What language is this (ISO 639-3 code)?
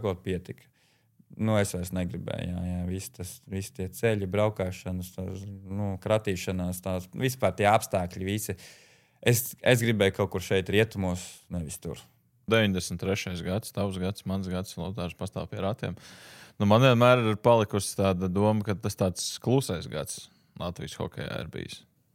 lav